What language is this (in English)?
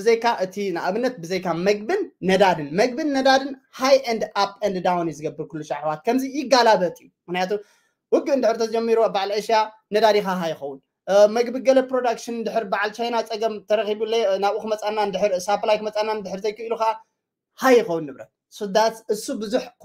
Tigrinya